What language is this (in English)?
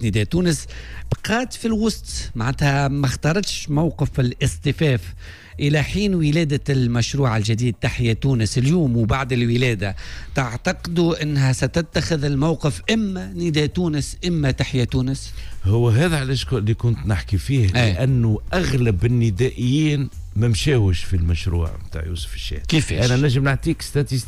Tunisian Arabic